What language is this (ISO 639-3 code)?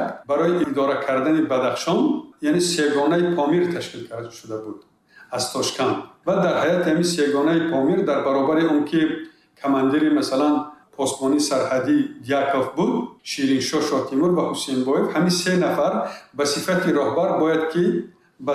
tgk